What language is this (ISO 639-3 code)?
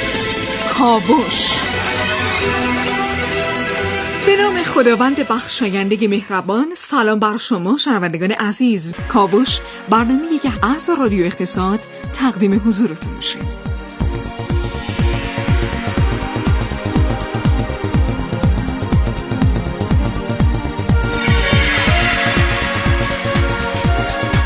fas